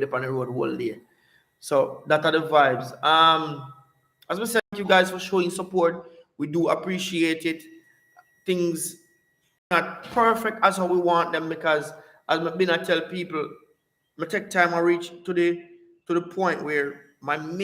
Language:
Jamaican Creole English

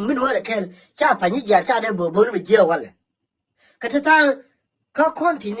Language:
Nuer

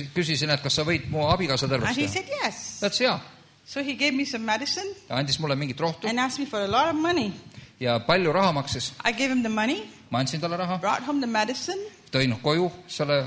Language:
Estonian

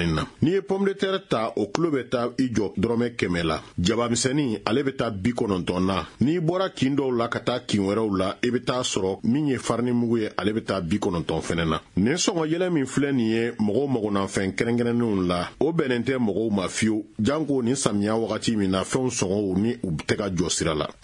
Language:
Bambara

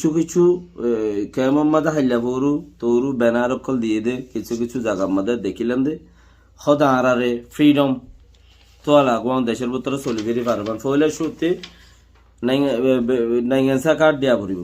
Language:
Rohingya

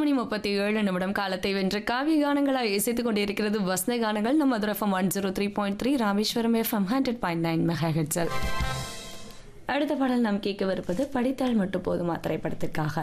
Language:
Tamil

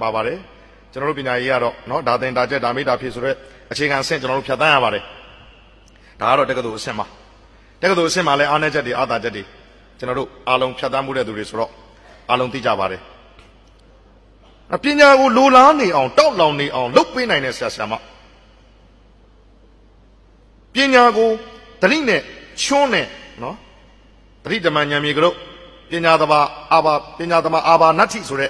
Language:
Burmese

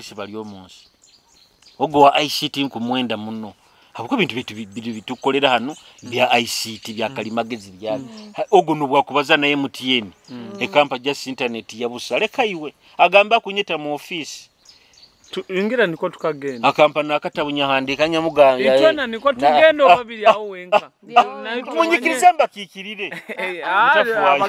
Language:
Nyoro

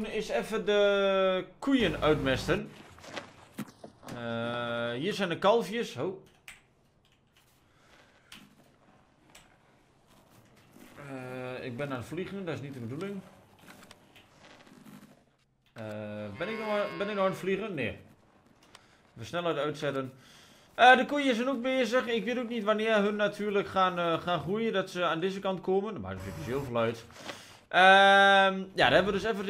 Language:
Dutch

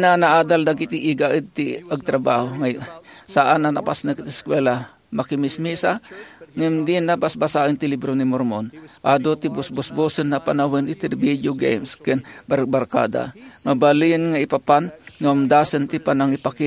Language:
Iloko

